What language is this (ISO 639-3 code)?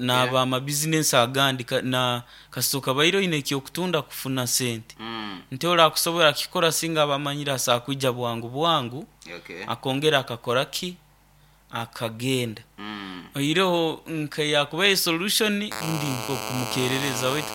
nyo